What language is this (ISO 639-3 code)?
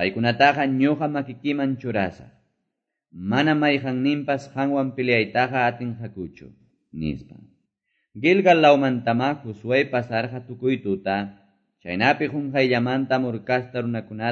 que